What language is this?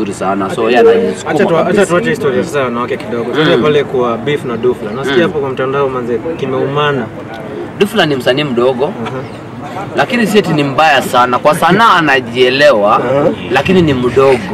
Swahili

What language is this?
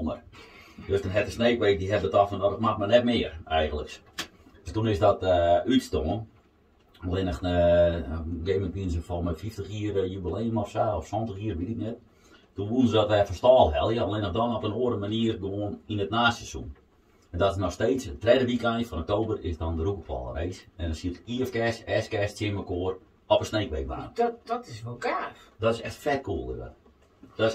Western Frisian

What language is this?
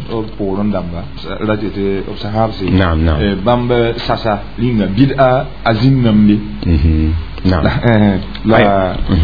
Mossi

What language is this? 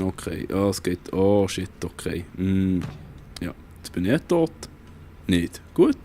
Swiss German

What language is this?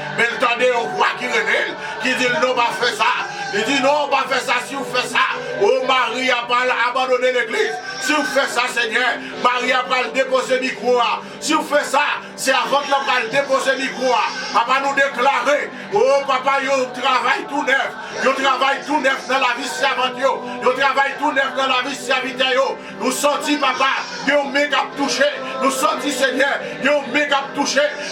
Haitian Creole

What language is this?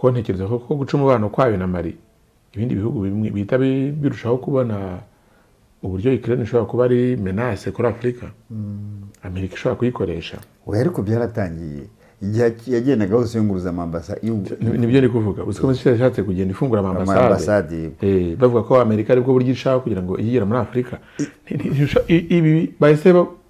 Kinyarwanda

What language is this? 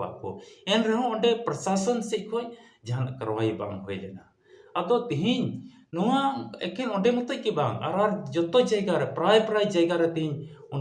Santali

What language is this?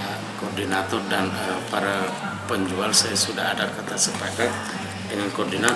Buginese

